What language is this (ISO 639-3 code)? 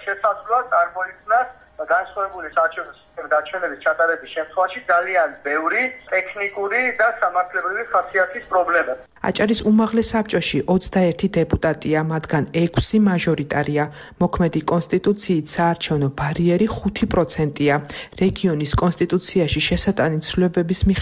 kat